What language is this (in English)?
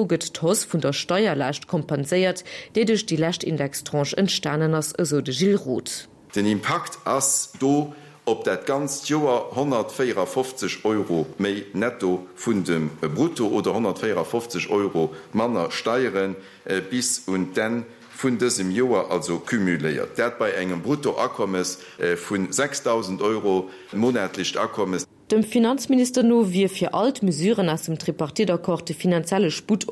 Luxembourgish